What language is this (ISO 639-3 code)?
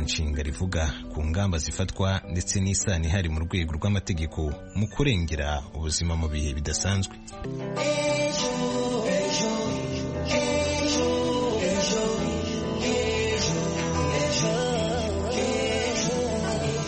kin